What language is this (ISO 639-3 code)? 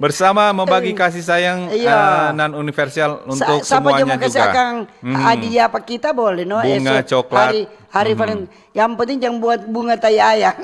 xmm